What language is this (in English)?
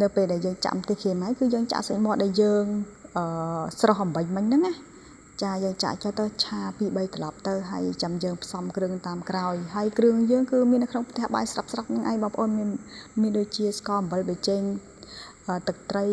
Khmer